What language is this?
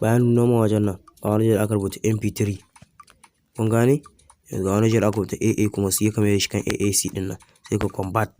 Hausa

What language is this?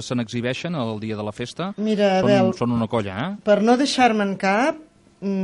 Catalan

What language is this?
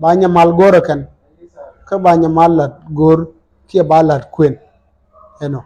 Nuer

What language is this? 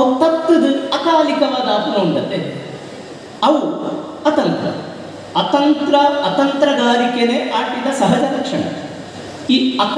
Tulu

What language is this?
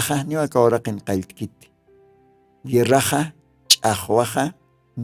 Aymara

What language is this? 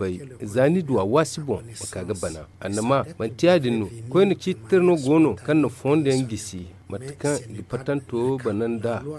Zarma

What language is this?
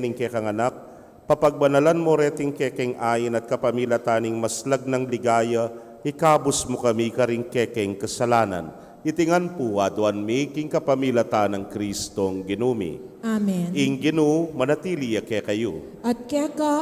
Pampanga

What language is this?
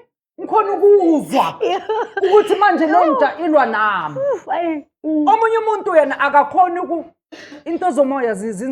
Zulu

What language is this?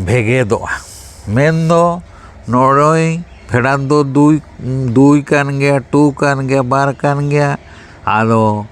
Santali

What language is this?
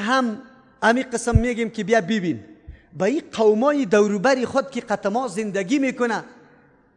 Persian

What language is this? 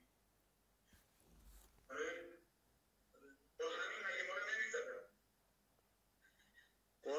Persian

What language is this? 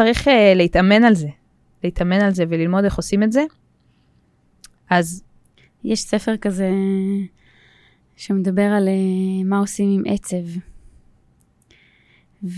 Hebrew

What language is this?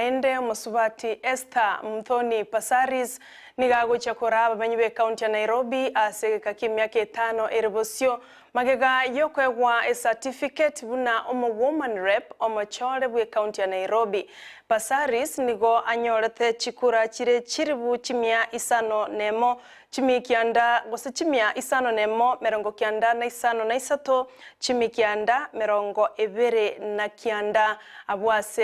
Gusii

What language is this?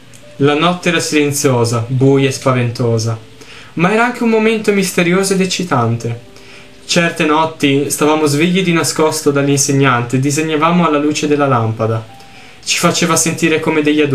Italian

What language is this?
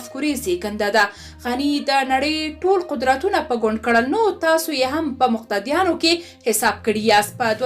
Pashto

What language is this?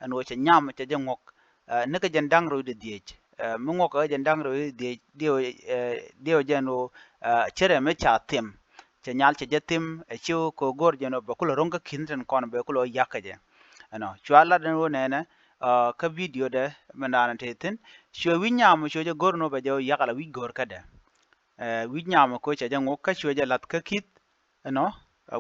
Nuer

